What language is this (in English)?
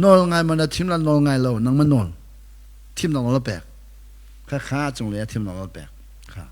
Hakha Chin